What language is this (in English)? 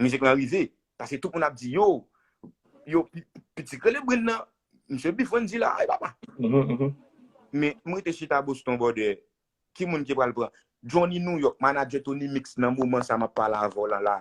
Haitian Creole